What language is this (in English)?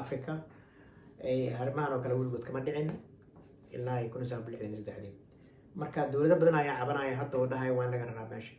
Somali